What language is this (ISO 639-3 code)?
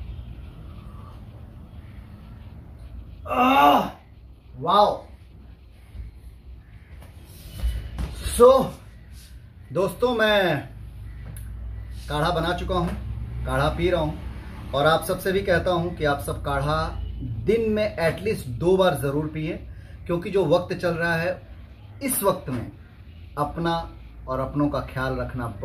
hin